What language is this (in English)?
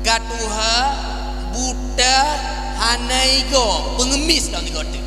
Achinese